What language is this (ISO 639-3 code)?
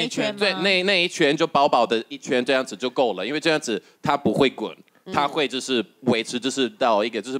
zho